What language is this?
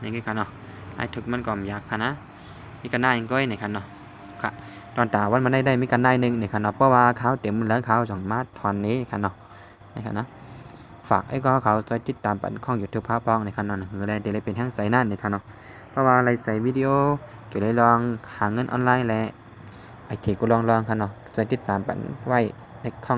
Shan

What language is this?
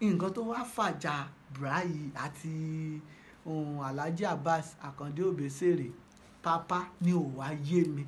Yoruba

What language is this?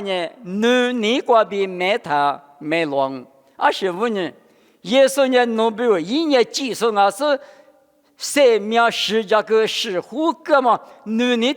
Lisu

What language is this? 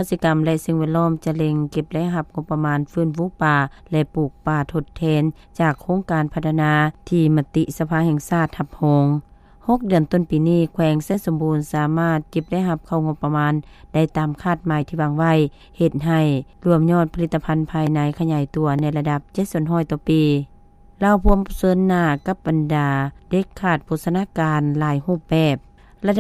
Lao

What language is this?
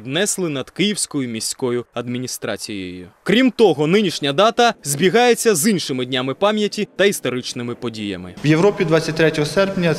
Ukrainian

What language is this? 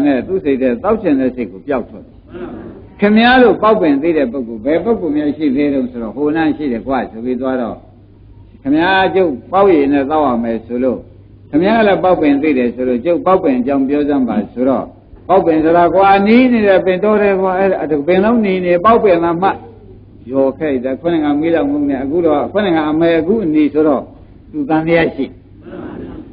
Burmese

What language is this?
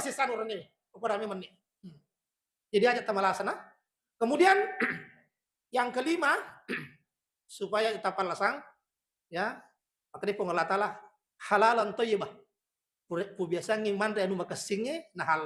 Buginese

